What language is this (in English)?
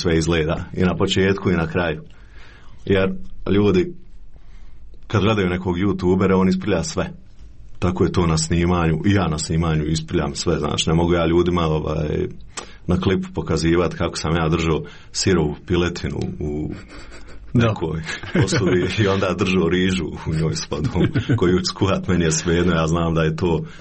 Croatian